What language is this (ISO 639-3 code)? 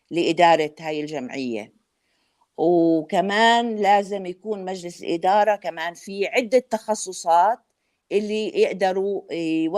apc